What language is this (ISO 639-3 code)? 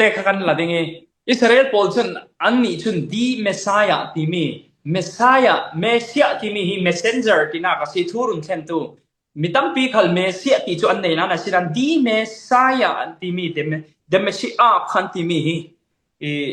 cfm